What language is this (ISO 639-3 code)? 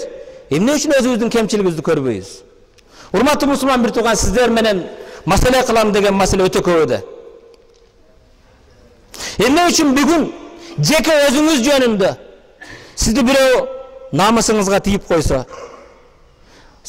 kir